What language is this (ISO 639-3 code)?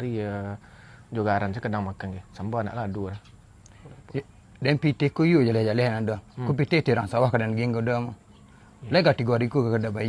min